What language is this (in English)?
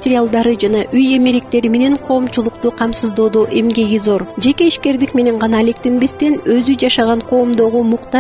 Kyrgyz